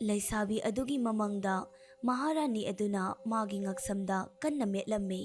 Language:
Manipuri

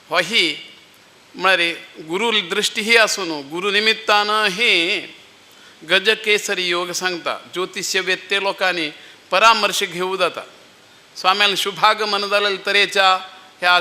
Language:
Konkani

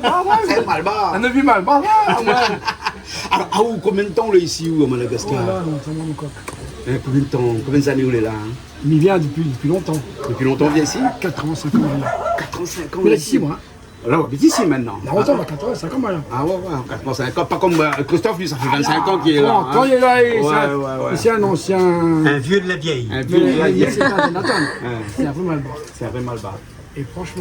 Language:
Réunion Creole French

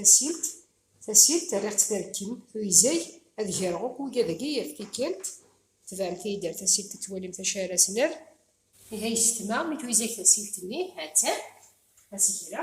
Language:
Kabyle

